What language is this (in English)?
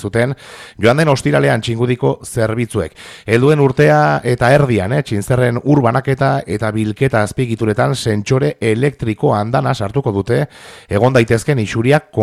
Basque